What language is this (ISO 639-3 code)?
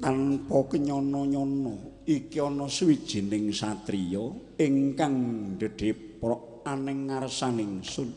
jav